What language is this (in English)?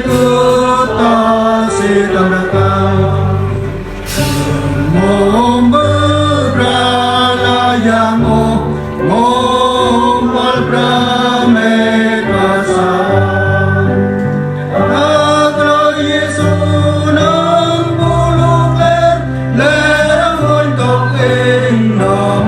Central Mnong